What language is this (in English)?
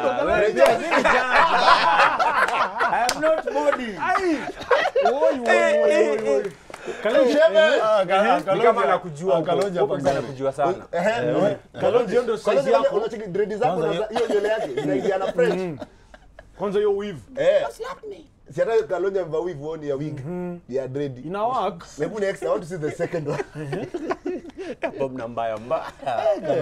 Swahili